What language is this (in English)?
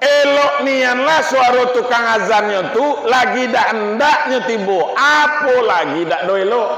Minangkabau